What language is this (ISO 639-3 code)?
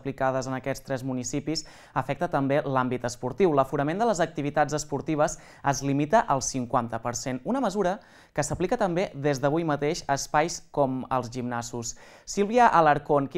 cat